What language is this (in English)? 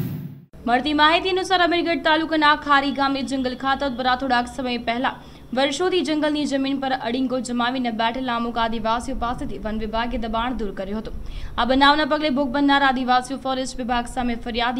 Gujarati